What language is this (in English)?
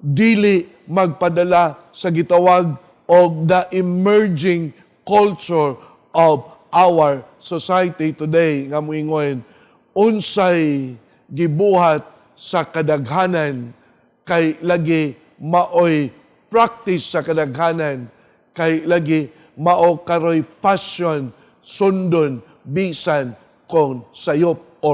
Cebuano